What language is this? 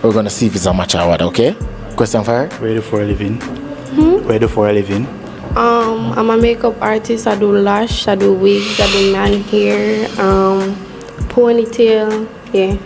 Jamaican Creole English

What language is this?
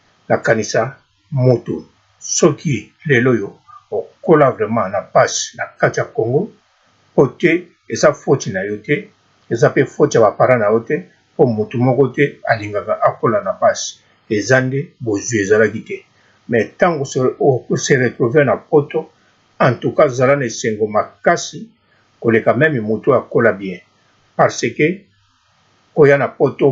Lingala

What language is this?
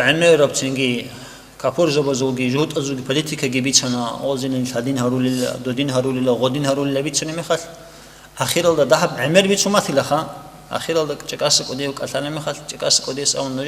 Avaric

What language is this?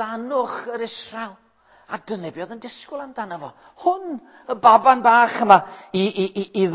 Welsh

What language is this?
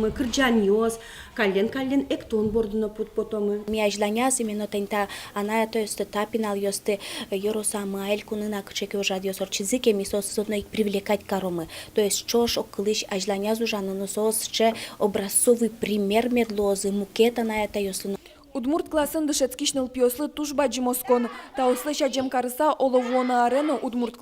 Udmurt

